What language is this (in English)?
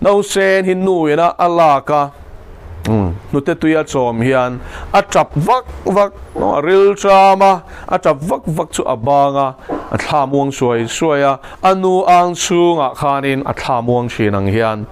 Mizo